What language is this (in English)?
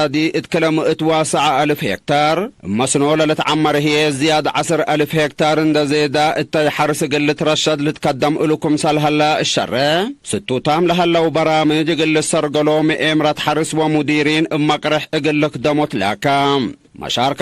Tigre